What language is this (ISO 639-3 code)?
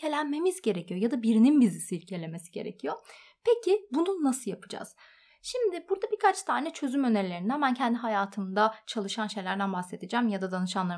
tur